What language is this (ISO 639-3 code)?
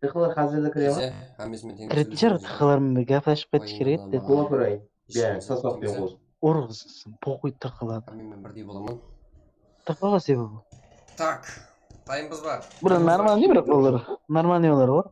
kaa